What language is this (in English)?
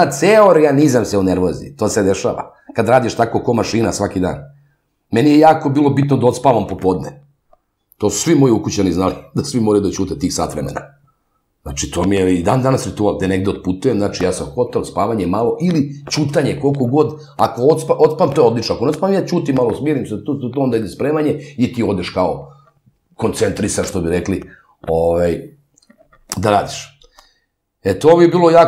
Serbian